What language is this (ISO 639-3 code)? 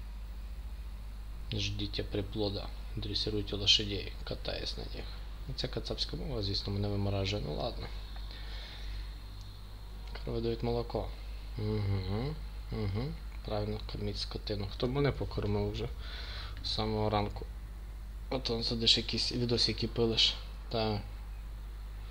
ukr